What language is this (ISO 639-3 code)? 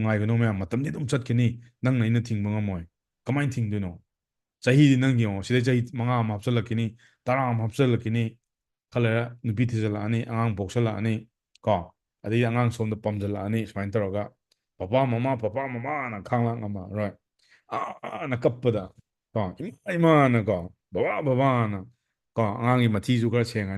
mni